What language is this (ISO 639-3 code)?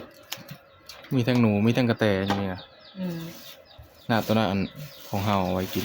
tts